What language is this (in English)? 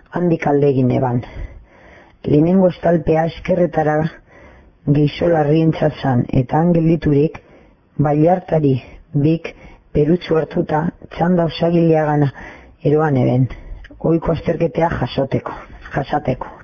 Basque